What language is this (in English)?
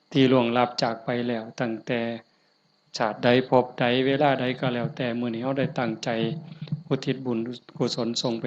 Northeastern Thai